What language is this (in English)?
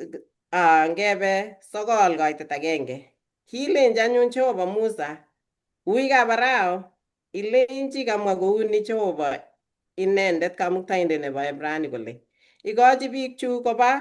Kalenjin